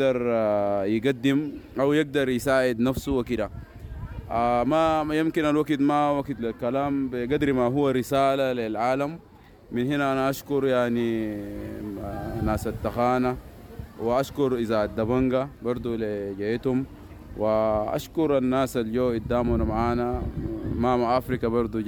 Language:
Sudanese Arabic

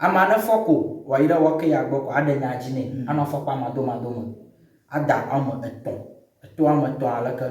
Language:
Ewe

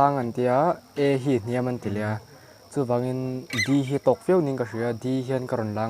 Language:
Mizo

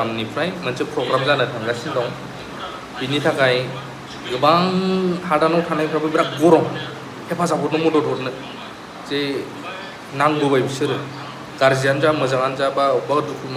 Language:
Bodo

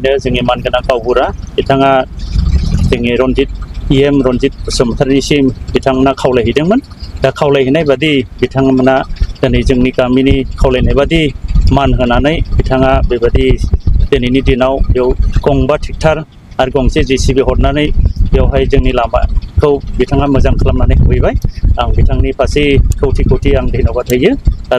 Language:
Bodo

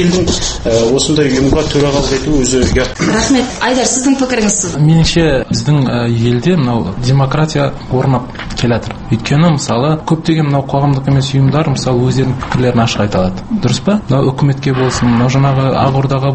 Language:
Kazakh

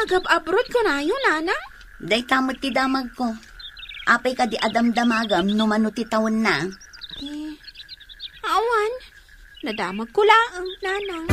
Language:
Iloko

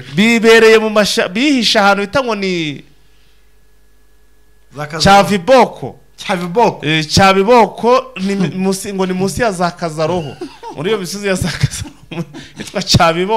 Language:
Kinyarwanda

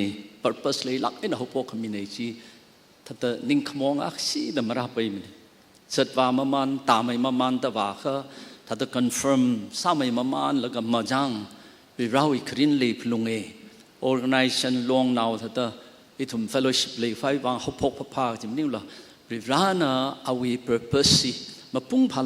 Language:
Tangkhul Naga (India)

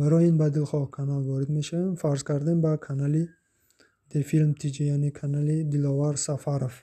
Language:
Tajik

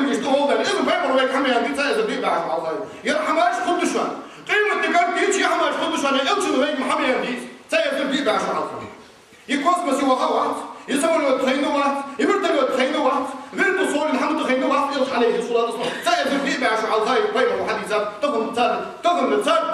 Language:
Ingush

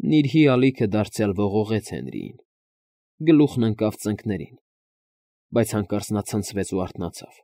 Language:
Armenian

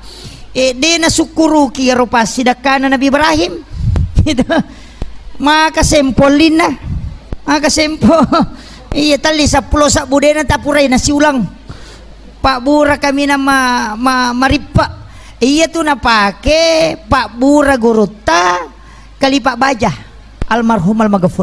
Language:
Buginese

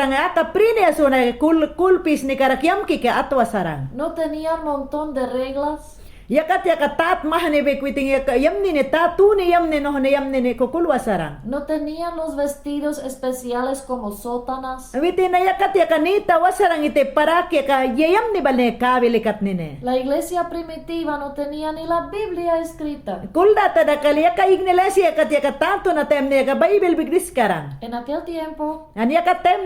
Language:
Mayangna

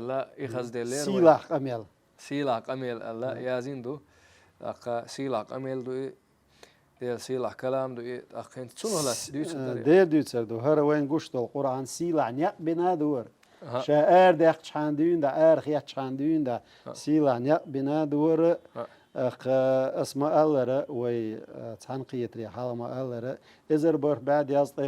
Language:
Chechen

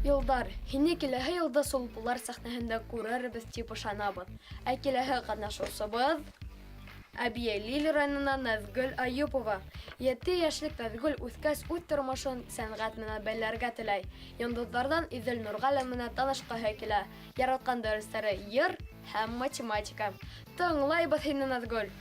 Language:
Bashkir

